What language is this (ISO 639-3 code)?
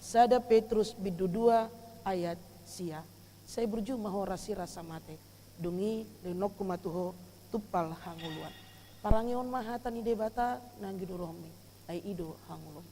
bbc